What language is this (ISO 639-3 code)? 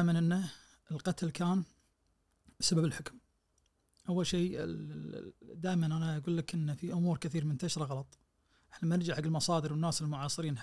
ars